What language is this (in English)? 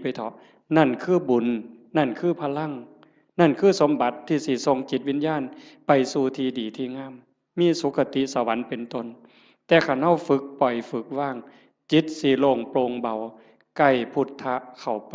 Northeastern Thai